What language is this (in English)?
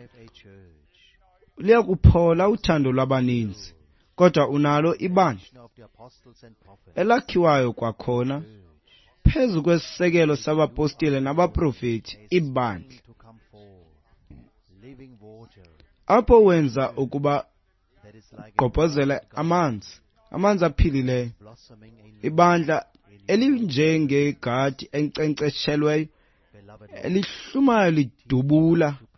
Xhosa